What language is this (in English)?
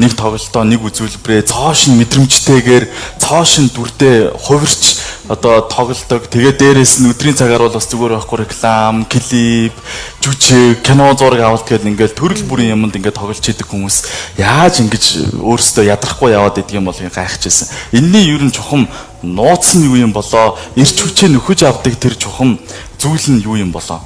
Mongolian